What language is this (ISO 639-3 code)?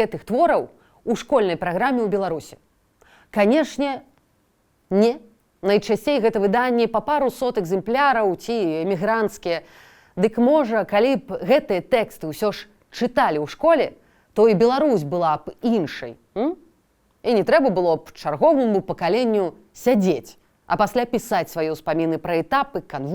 bel